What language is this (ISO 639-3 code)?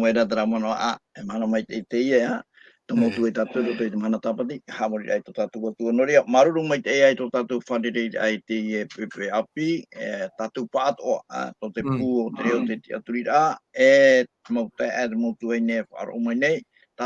tah